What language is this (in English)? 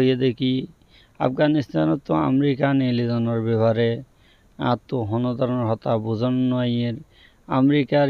Rohingya